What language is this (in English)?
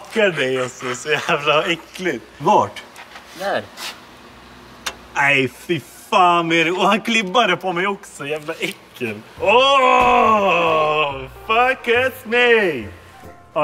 Swedish